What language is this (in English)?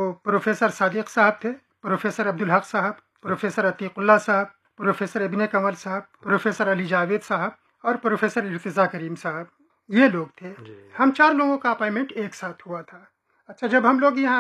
Urdu